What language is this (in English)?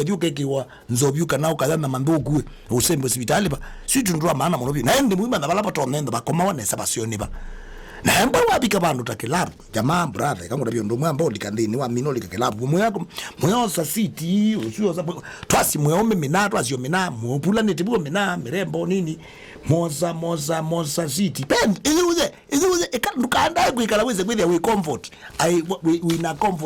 Kamba